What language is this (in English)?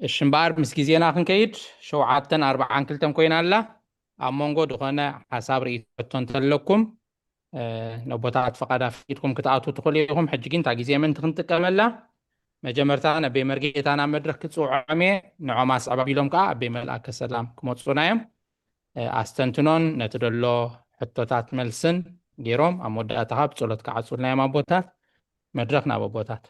Tigrinya